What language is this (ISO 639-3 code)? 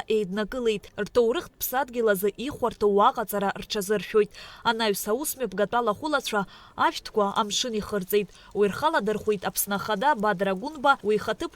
abk